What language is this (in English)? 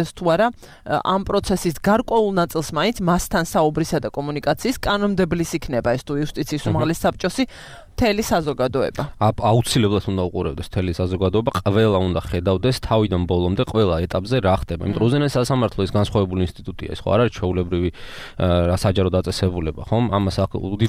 Georgian